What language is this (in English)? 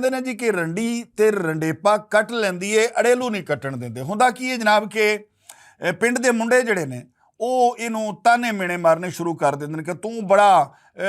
Western Panjabi